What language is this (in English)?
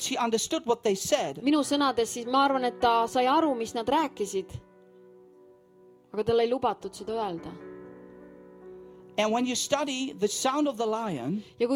Estonian